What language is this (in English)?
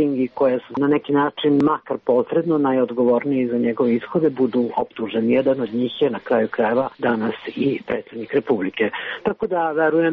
Serbian